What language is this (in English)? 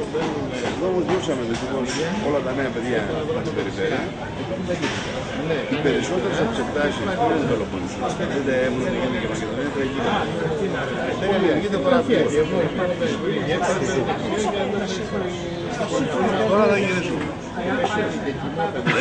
Greek